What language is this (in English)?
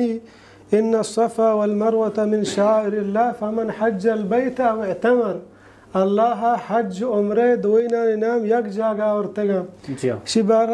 Baluchi